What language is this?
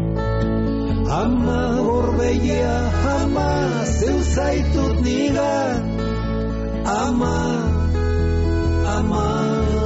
Basque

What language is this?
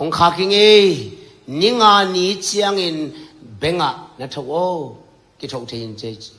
Tedim Chin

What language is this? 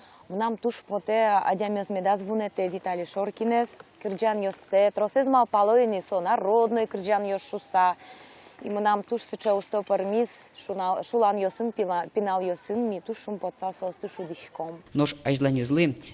Udmurt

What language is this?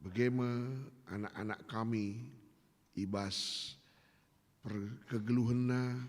Batak Karo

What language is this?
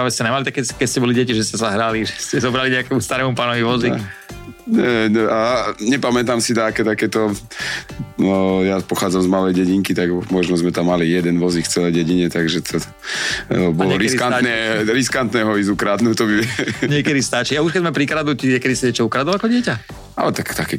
Slovak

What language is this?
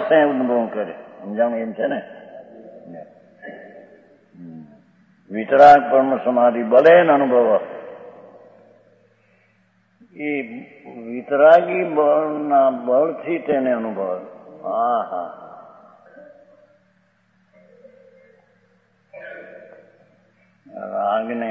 Gujarati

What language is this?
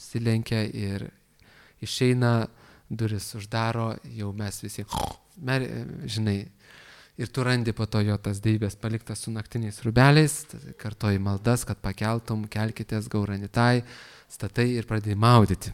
Lithuanian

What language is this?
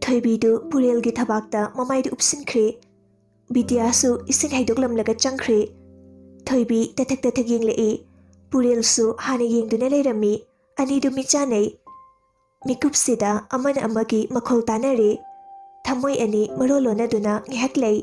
Manipuri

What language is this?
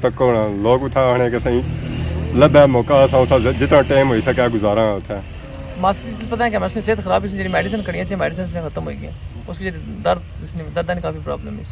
Pahari-Potwari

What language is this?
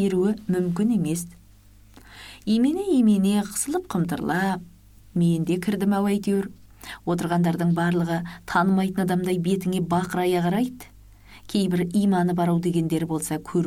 Kazakh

